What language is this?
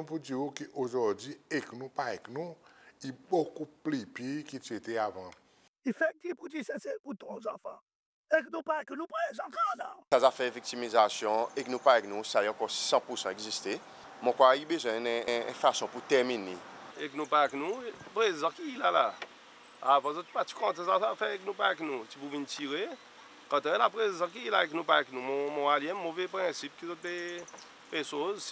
Seselwa Creole French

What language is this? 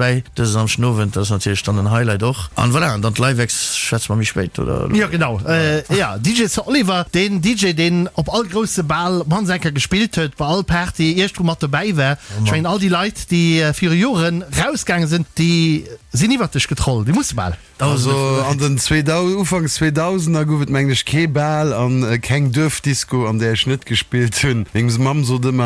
Luxembourgish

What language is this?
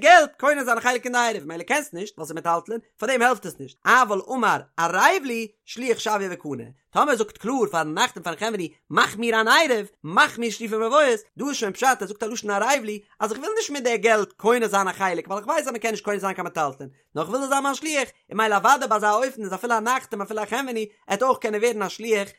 Yiddish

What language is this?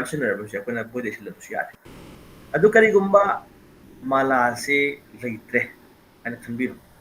Manipuri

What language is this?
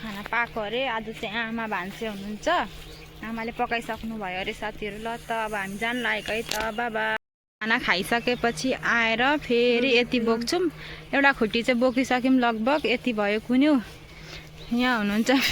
Nepali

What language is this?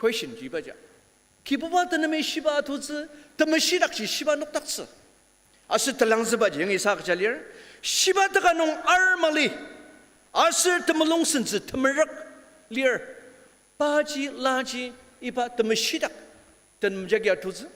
Ao Naga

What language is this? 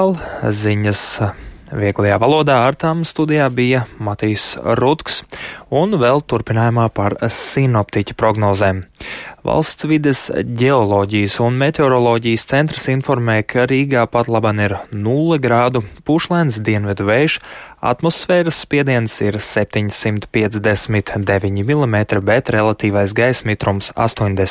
Latvian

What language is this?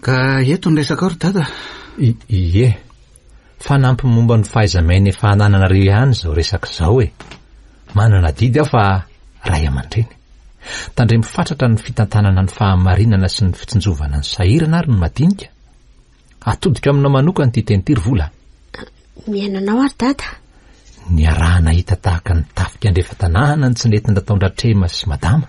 Malagasy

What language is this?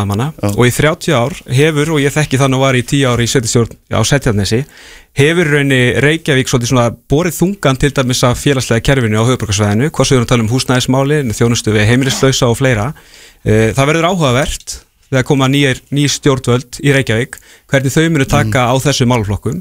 Icelandic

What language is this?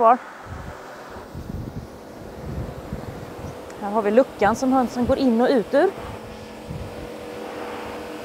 Swedish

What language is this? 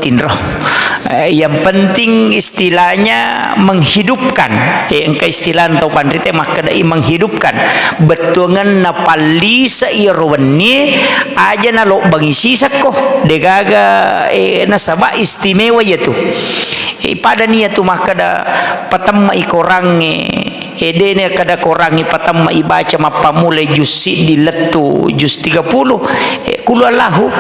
Buginese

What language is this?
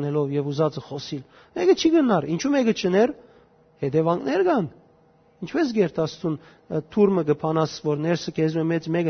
Western Armenian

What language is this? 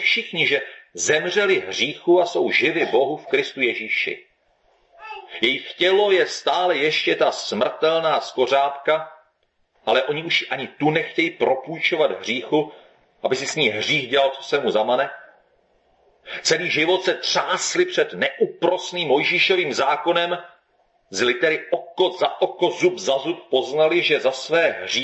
Czech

